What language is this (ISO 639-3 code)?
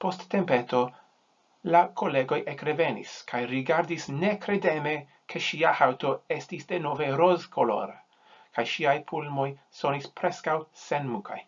epo